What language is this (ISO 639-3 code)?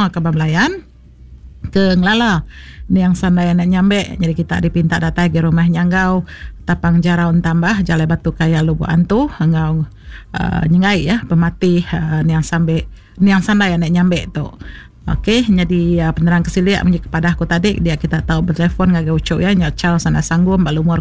iba